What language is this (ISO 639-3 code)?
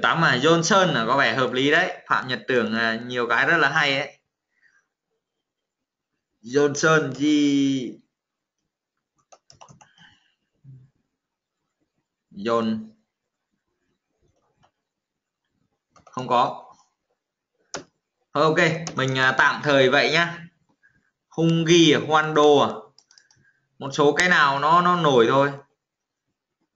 vie